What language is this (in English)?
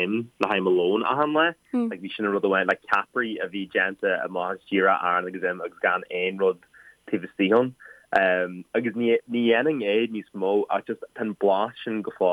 Irish